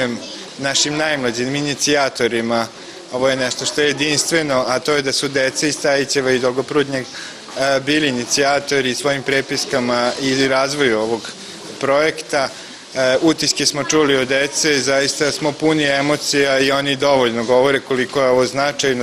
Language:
Serbian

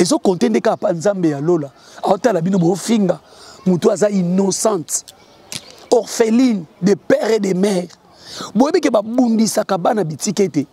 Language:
Lingala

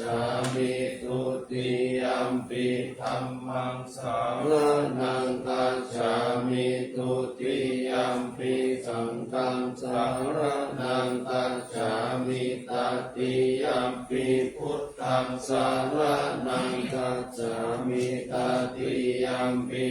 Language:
Pali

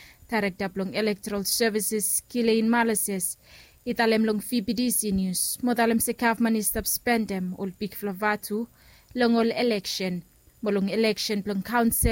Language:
Bislama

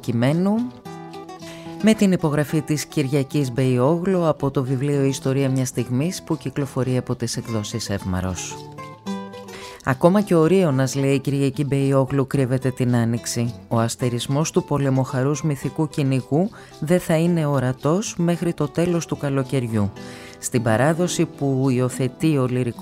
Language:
Greek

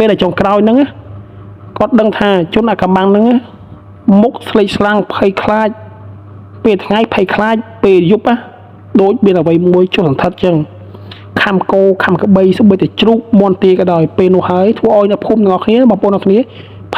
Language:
Khmer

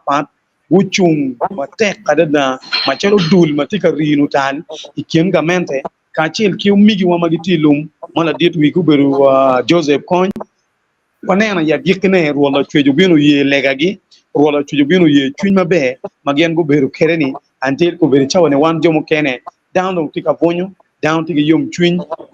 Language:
Acoli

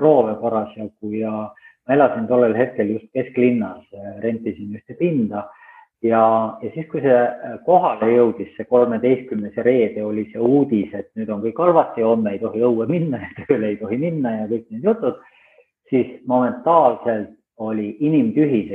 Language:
Estonian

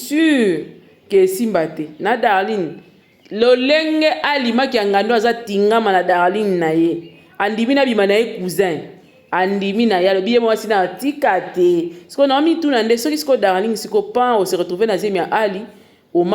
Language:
Lingala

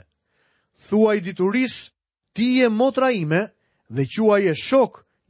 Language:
Albanian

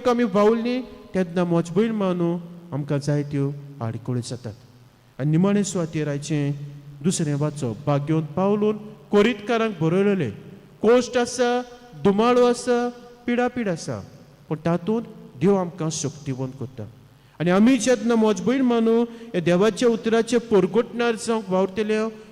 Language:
Konkani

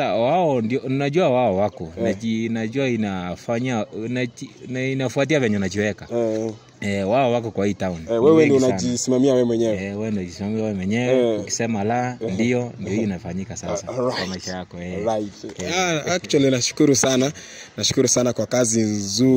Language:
Swahili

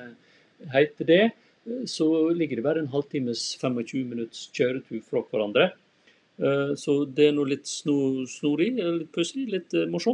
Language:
Norwegian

